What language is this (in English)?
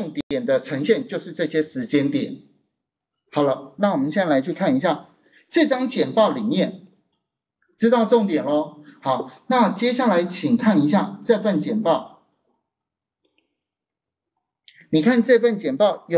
Chinese